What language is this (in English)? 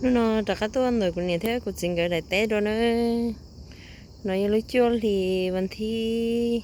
Hmong